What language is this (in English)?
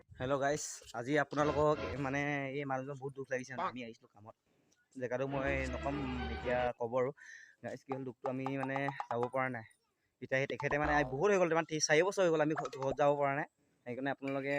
Assamese